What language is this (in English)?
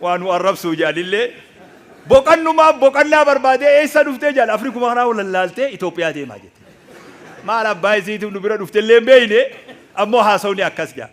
Oromo